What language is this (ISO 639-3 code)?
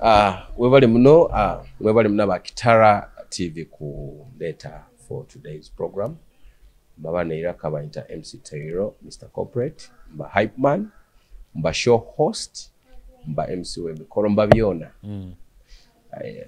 ttj